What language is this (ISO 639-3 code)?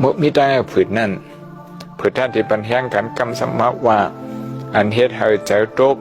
shn